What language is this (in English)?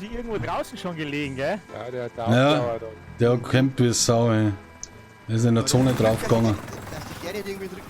Bavarian